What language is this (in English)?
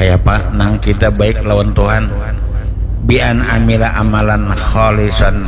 Banjar